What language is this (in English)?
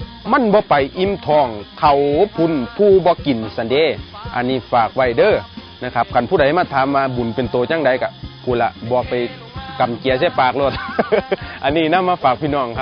Northeastern Thai